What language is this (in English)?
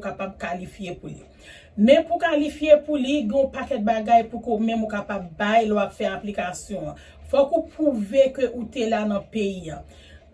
Haitian Creole